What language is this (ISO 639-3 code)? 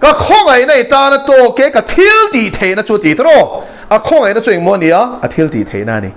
lus